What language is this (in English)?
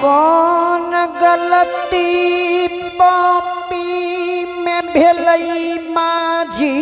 Angika